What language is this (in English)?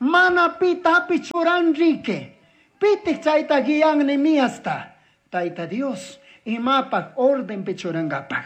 Chimborazo Highland Quichua